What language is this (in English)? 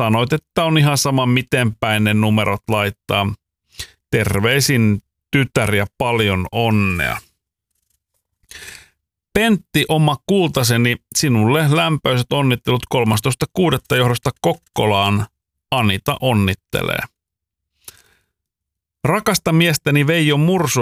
Finnish